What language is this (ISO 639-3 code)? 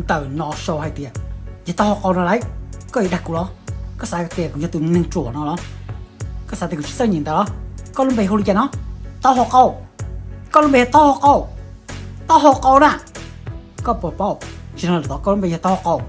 hmn